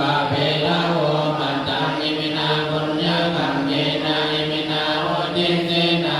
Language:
Pali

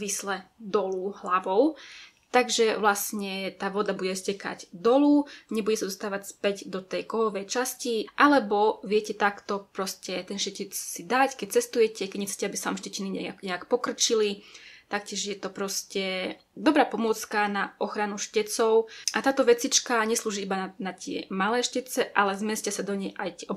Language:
Slovak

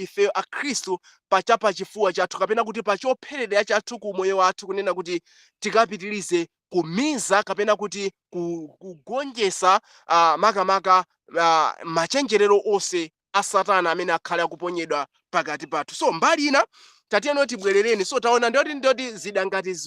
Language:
Nyanja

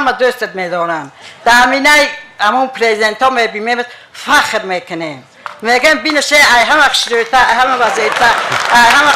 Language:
Tajik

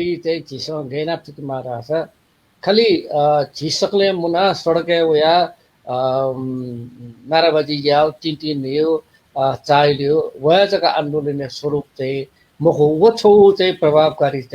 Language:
Newari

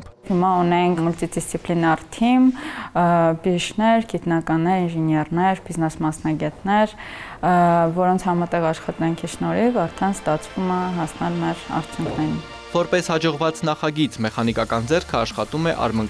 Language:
Armenian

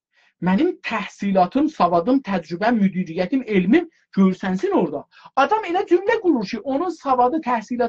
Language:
South Azerbaijani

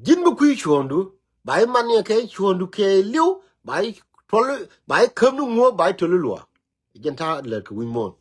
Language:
Nuer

